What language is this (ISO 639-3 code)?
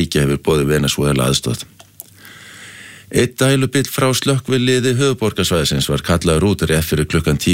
isl